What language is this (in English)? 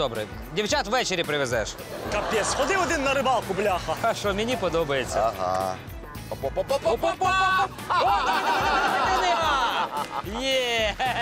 Ukrainian